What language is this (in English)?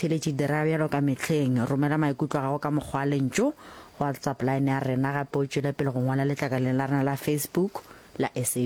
Northern Sotho